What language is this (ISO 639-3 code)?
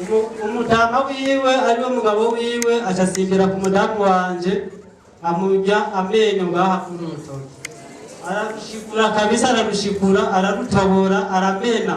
run